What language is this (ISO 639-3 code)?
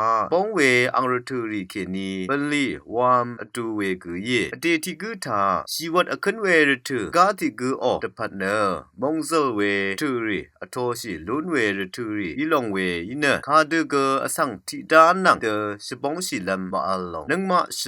raw